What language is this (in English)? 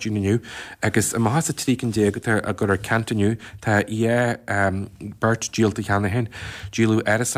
Irish